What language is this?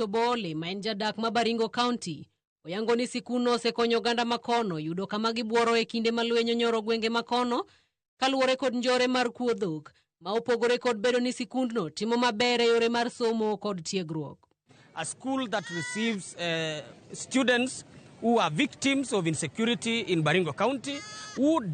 Luo (Kenya and Tanzania)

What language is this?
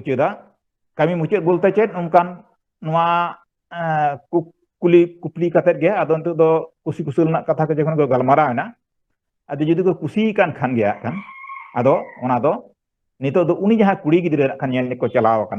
Santali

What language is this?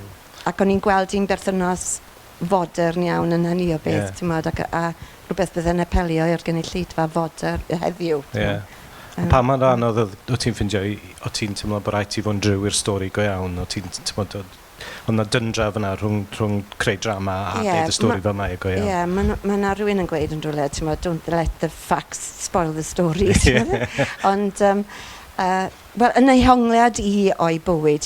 Welsh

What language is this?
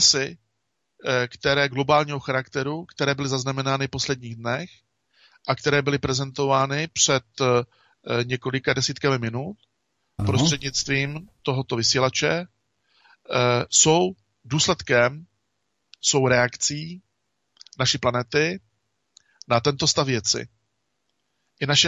Czech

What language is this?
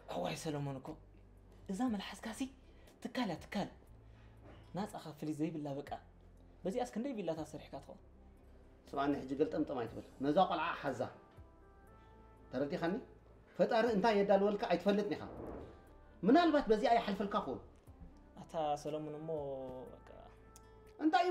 Tigrinya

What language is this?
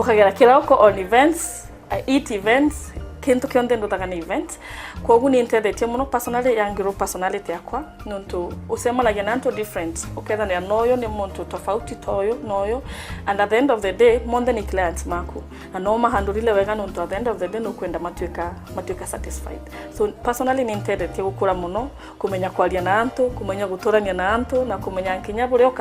Meru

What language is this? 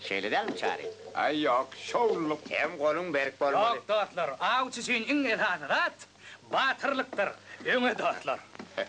Turkmen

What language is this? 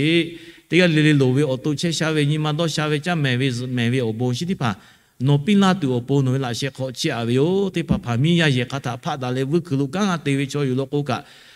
Lahu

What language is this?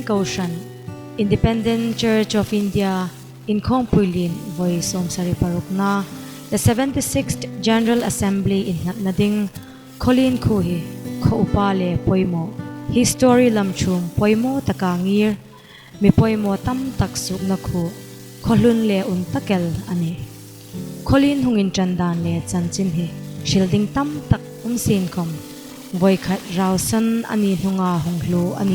Hmar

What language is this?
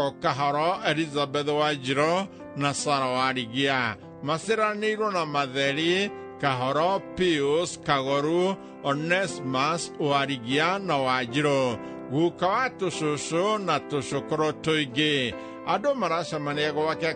Kikuyu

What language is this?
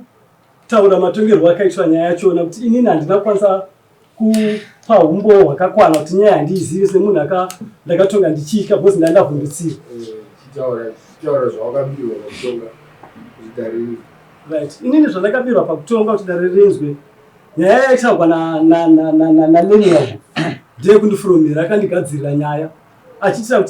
Shona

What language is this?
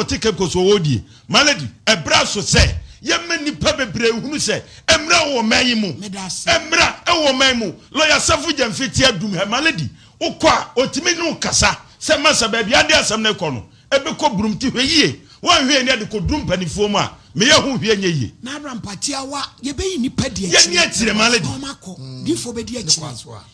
Akan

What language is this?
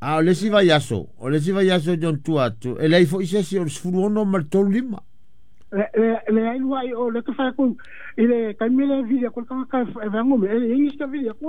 Samoan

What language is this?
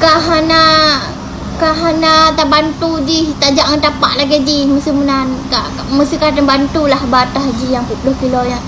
Achinese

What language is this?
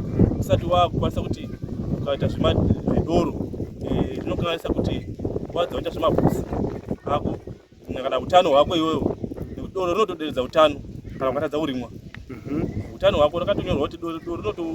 Shona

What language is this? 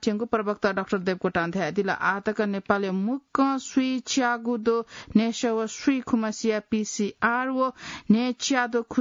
Newari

